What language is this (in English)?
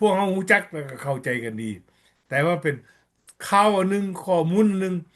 Lao